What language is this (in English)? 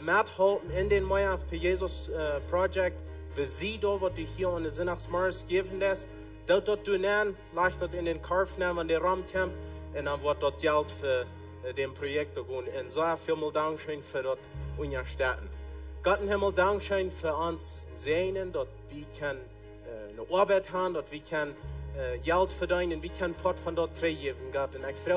Plautdietsch